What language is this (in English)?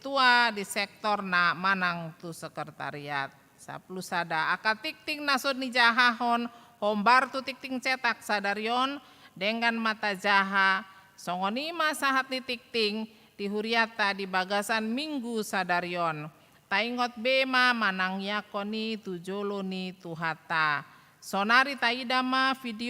Batak Toba